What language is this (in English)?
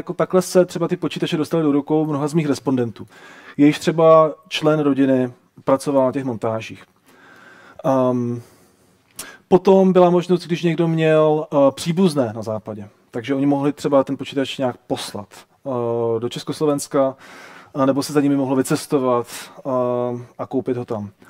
Czech